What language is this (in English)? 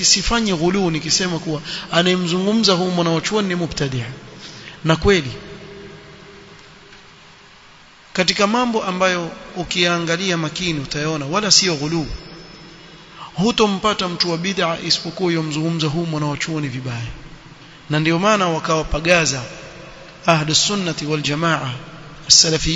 Swahili